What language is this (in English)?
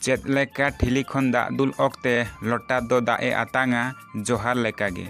Santali